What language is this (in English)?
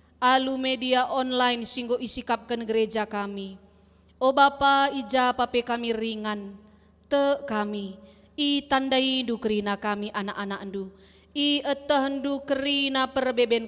Batak Karo